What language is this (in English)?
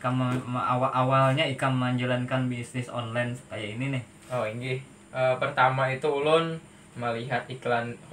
Banjar